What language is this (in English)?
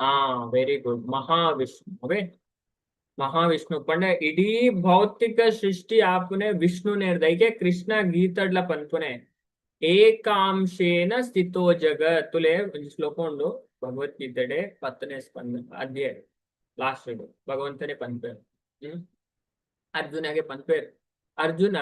Tulu